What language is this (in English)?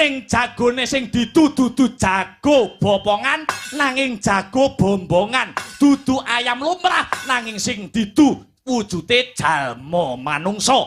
Javanese